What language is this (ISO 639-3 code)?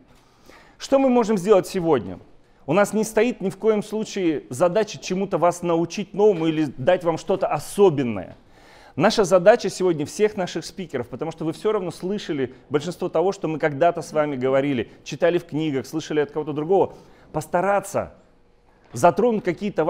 rus